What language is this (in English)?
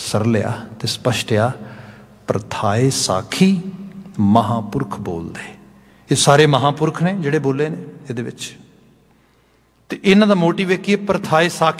Punjabi